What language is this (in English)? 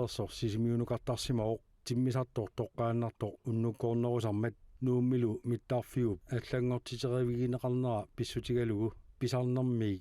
Kalaallisut